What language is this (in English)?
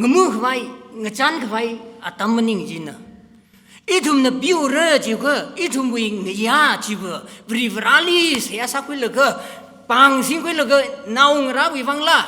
Tangkhul Naga (India)